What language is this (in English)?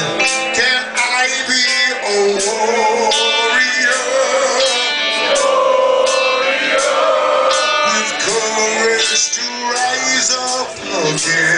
English